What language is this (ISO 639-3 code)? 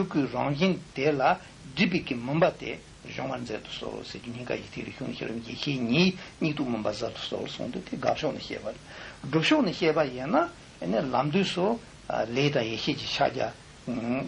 bod